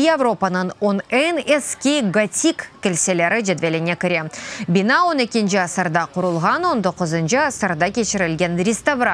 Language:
Crimean Tatar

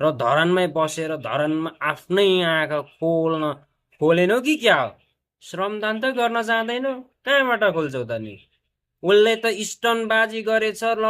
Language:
Nepali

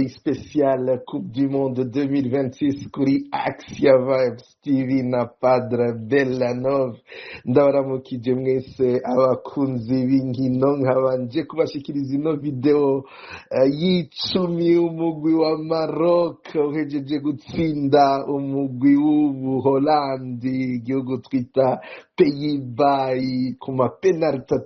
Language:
Rundi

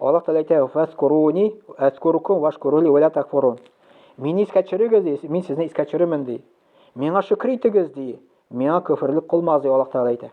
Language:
Tatar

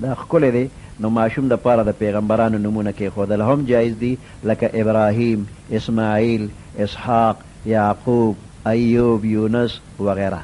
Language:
Pashto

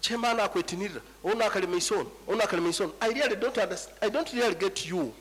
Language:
Nyankole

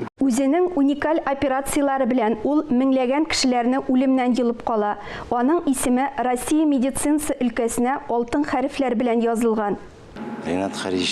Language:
Tatar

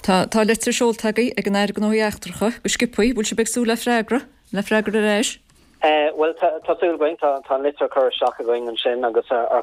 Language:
Irish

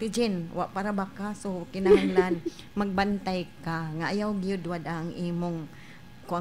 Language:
Cebuano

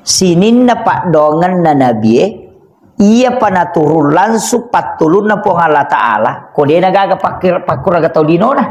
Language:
Buginese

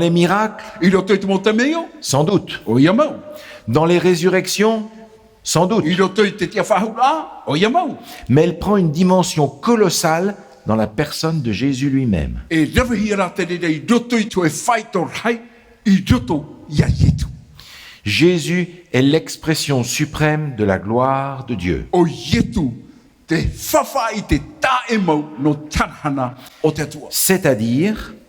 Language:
Tahitian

